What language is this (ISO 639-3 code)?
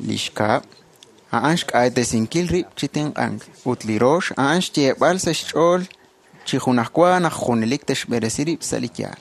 kek